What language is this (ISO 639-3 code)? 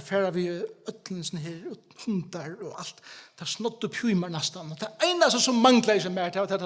fao